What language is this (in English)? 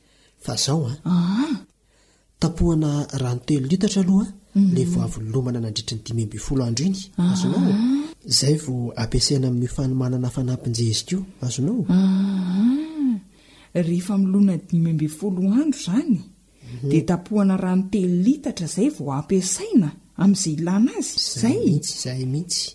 Malagasy